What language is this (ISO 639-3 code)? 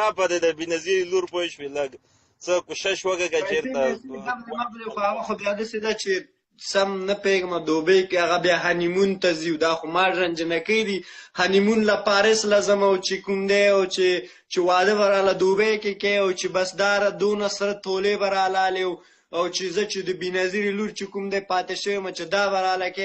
pus